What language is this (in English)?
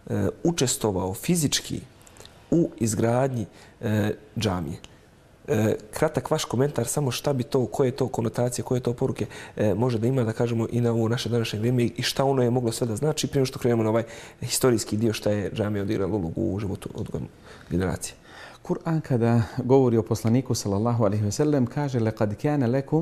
Bosnian